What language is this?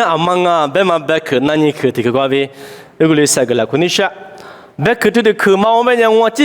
Lisu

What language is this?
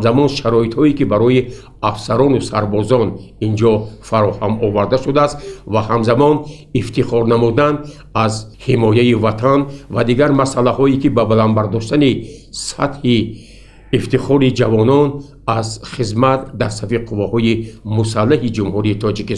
Tajik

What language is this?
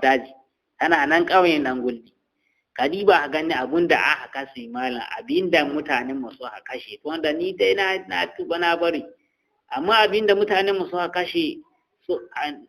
Hausa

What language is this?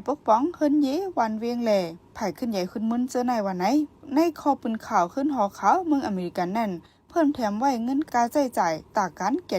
Shan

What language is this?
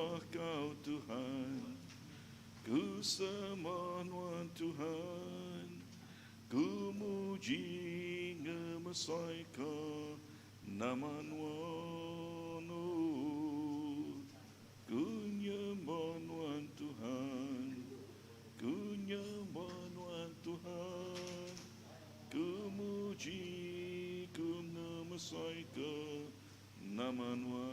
Iban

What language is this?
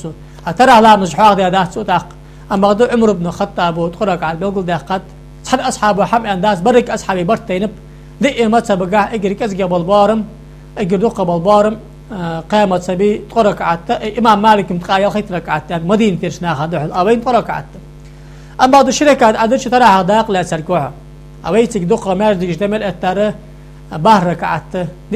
Ingush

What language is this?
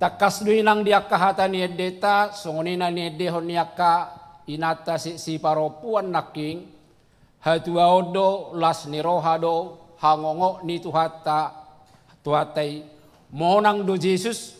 Batak Toba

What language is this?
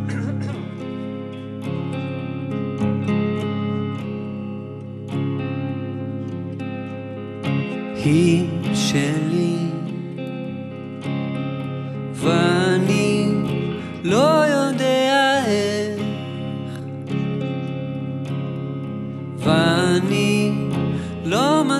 Hebrew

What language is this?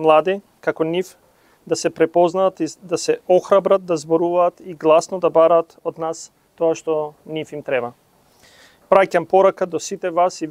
Macedonian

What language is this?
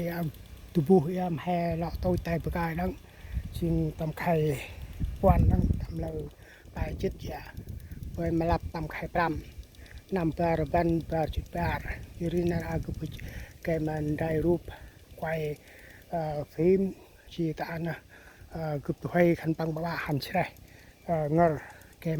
Central Mnong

